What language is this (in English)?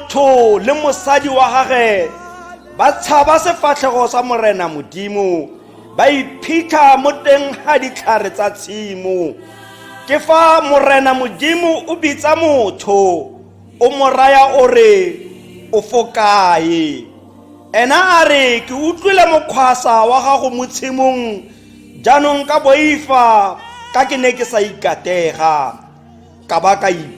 Tswana